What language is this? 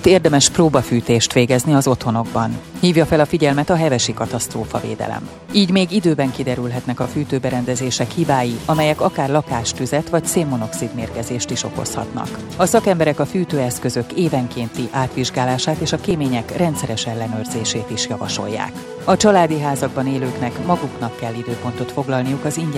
Hungarian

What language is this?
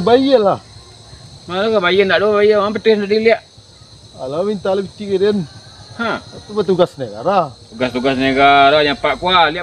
Minangkabau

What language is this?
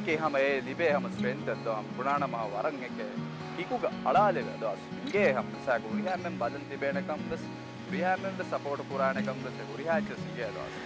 Divehi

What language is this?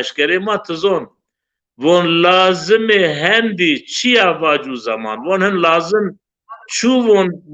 Zaza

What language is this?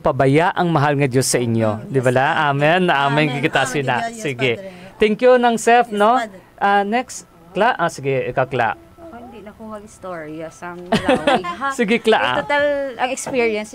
Hiligaynon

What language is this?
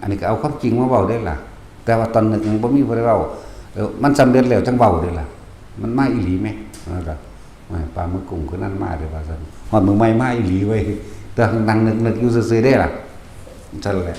Northeastern Thai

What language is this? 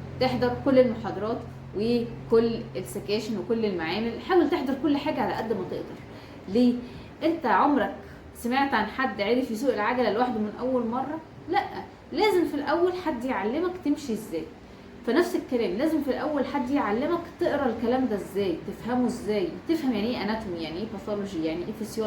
Egyptian Arabic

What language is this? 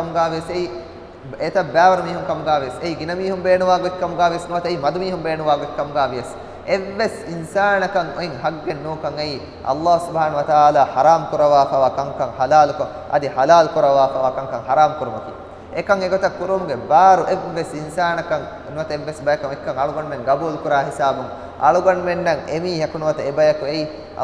Divehi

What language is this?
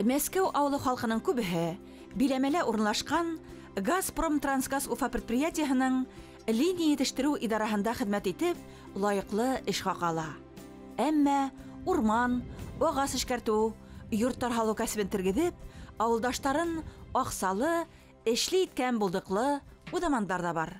Bashkir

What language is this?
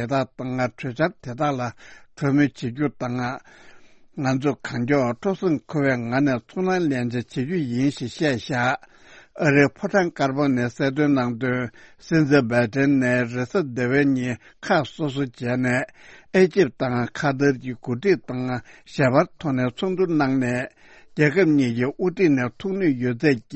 Tibetan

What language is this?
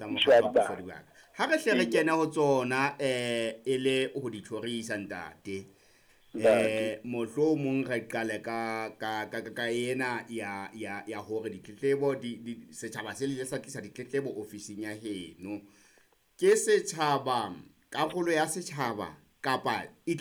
Southern Sotho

